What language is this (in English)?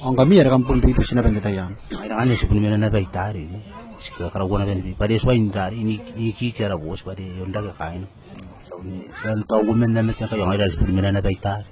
Gilbertese